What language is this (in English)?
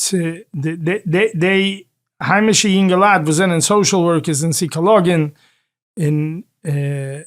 Yiddish